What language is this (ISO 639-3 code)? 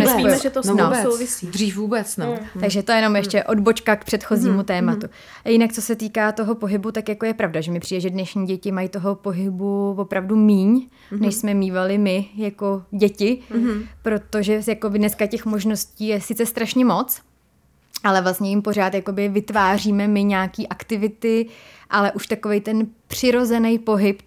ces